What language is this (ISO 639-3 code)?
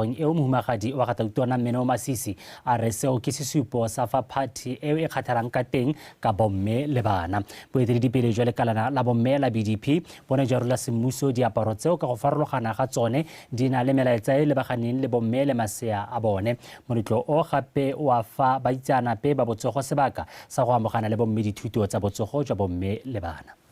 tsn